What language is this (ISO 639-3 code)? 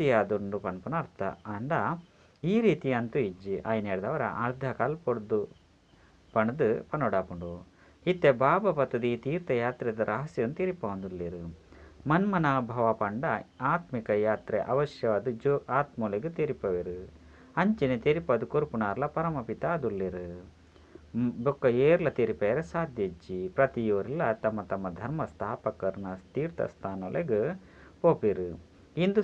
tcy